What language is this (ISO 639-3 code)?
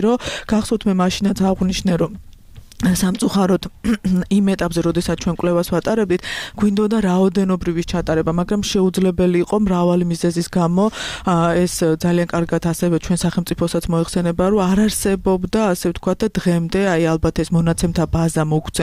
kat